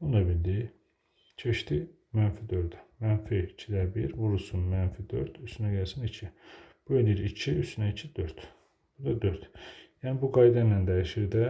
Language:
Azerbaijani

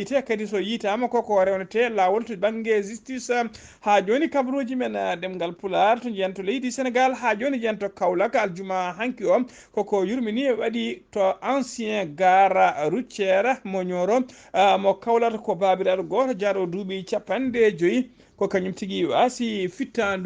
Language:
Fula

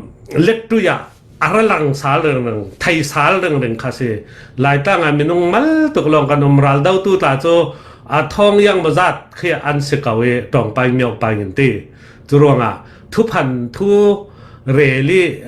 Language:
Falam Chin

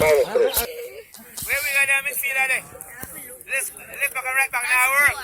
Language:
Jamaican Creole English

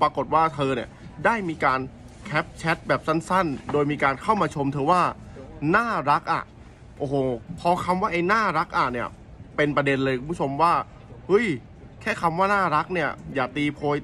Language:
Thai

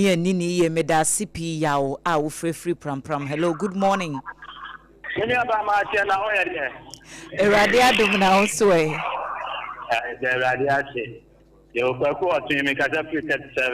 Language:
Akan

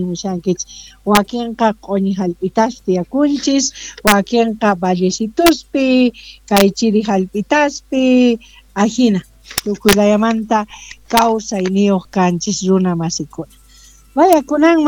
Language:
South Bolivian Quechua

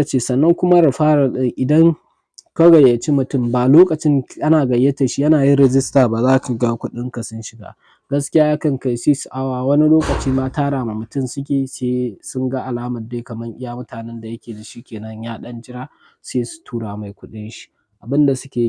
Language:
Hausa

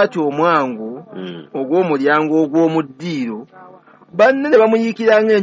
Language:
Ganda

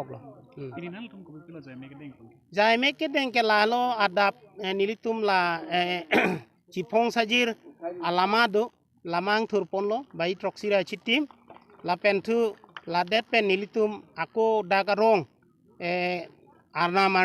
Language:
Karbi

